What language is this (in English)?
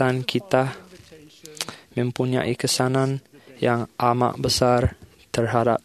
Malay